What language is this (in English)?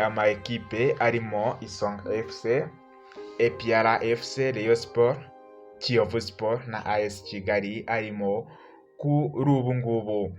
Kinyarwanda